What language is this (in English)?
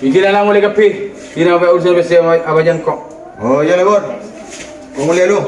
Madurese